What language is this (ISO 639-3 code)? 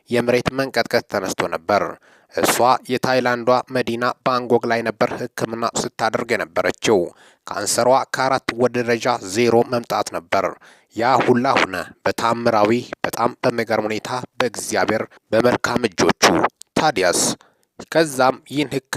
amh